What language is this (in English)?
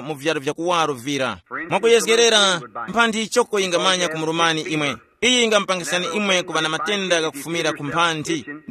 Tumbuka